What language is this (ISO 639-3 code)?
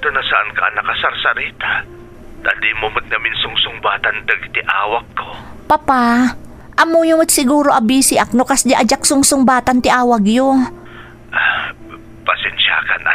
ilo